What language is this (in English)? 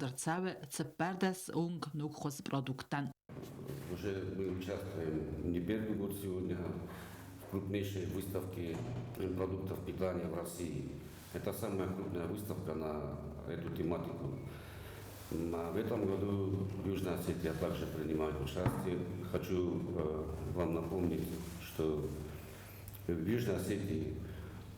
Ossetic